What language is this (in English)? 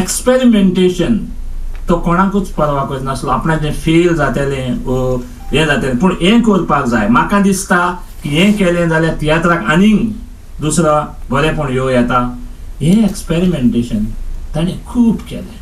Konkani